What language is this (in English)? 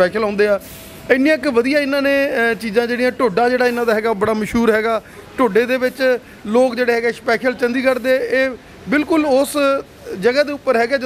Punjabi